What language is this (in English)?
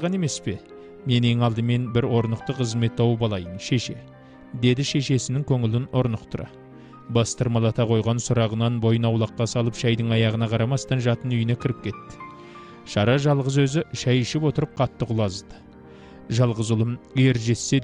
Kazakh